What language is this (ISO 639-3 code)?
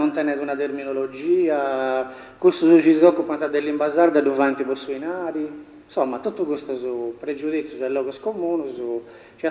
srd